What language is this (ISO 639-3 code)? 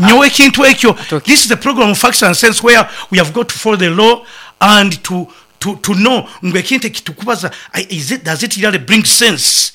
nyo